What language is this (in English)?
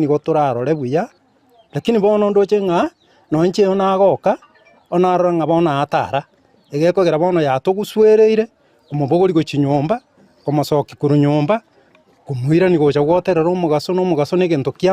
Gusii